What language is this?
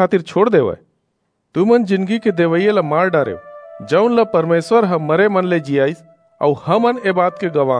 Chhattisgarhi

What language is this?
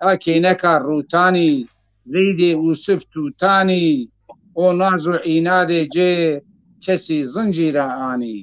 Zaza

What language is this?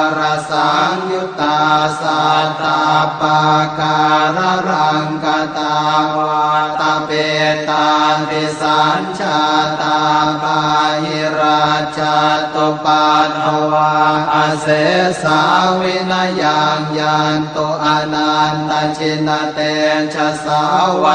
Pali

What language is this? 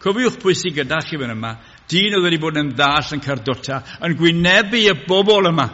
Welsh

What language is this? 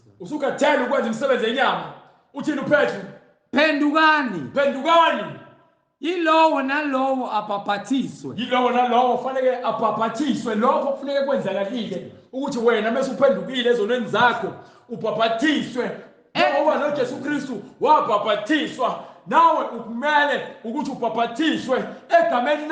Zulu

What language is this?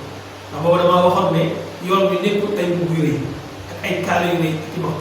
Wolof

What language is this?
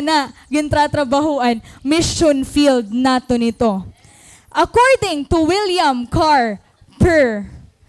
Waray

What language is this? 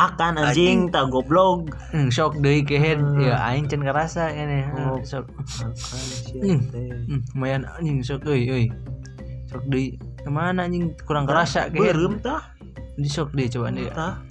Sundanese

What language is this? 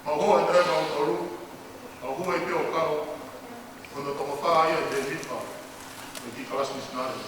Tongan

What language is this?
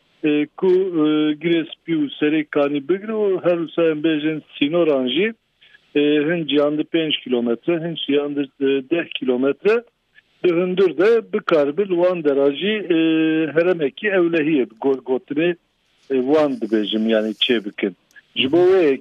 Kurdish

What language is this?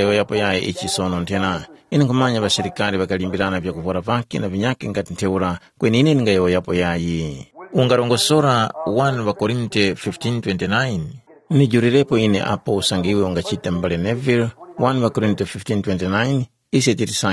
Tumbuka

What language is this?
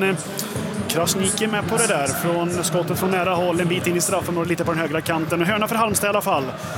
Swedish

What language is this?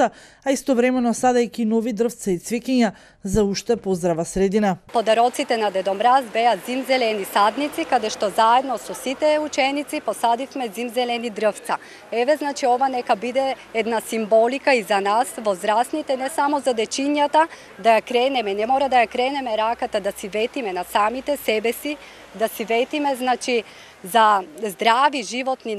Macedonian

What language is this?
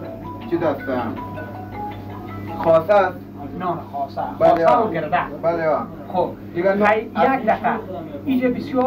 Persian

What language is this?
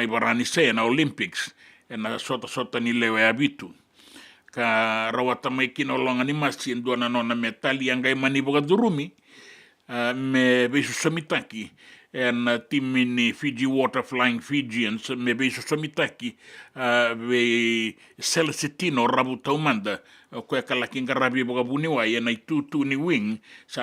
Fijian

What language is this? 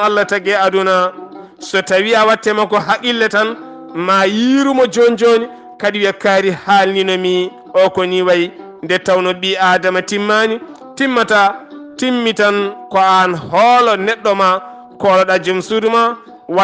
Fula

